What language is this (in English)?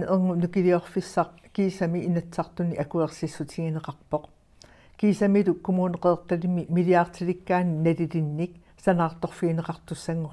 Kalaallisut